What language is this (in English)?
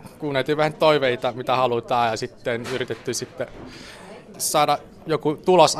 Finnish